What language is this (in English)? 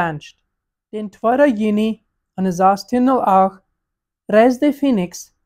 Plautdietsch